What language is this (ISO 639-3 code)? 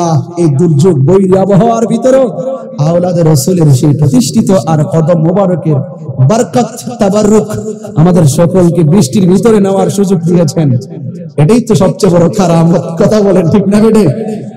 ben